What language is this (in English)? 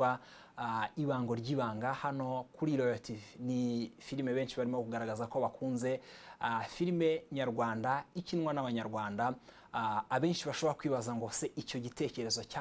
Kinyarwanda